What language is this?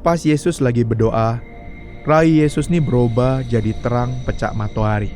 Musi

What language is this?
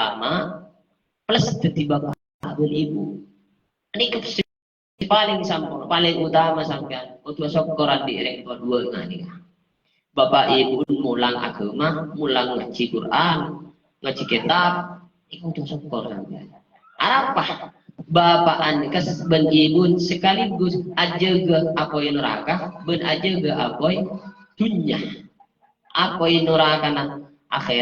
Madurese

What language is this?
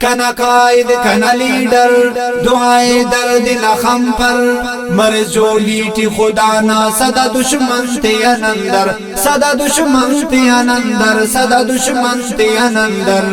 Brahui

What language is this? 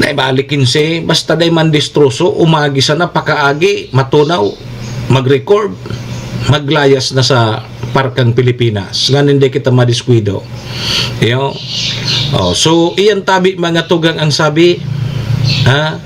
Bikol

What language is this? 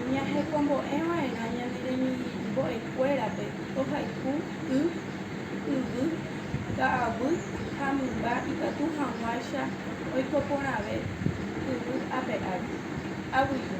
Guarani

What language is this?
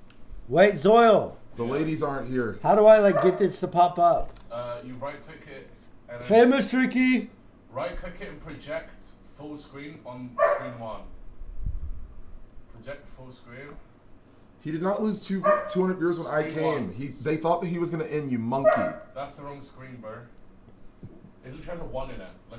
English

